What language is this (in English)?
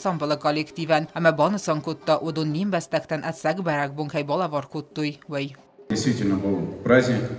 Ossetic